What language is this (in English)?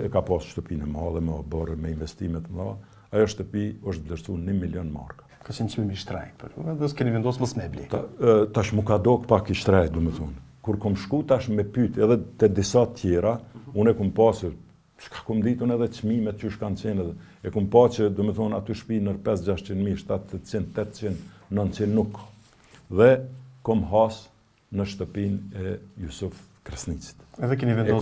Albanian